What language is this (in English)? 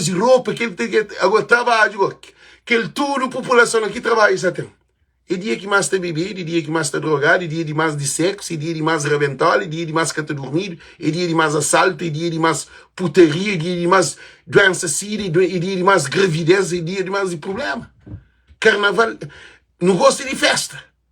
Kabuverdianu